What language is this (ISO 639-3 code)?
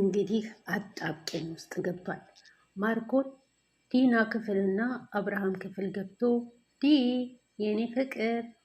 amh